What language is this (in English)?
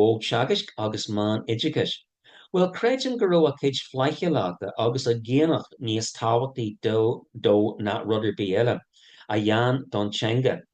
Irish